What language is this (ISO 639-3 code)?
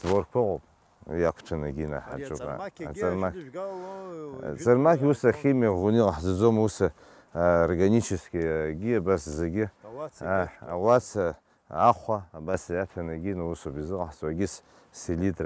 abk